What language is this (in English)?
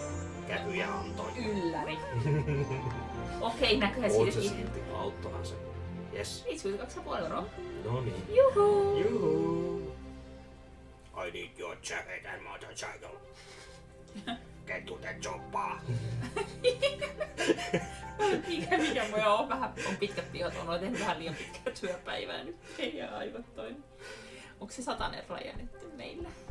Finnish